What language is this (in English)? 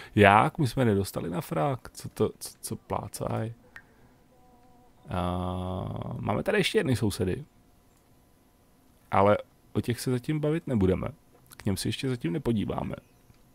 Czech